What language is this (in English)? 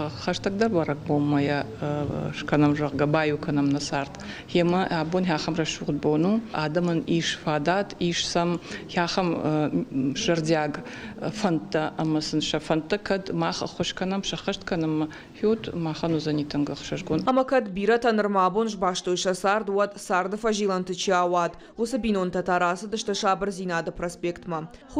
Ossetic